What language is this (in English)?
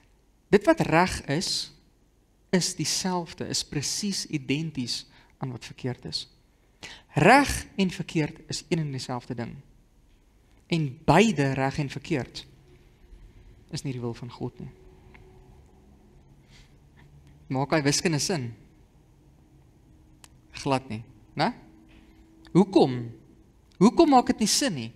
Afrikaans